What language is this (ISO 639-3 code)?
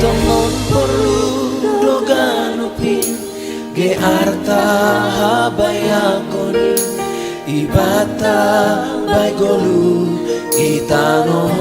bts